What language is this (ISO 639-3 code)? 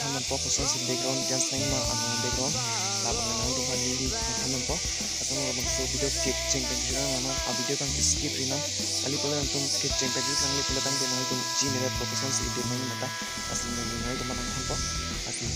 mjw